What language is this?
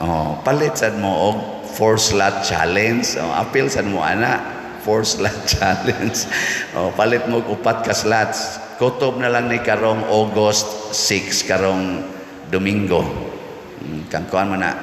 Cebuano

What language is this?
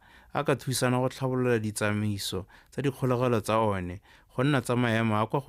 Tswana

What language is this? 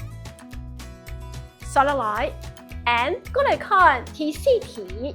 Hakka Chinese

